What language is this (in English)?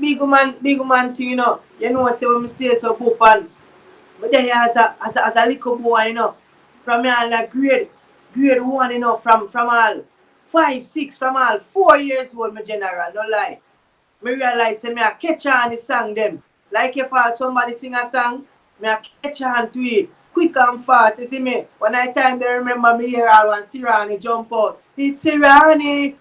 Jamaican Creole English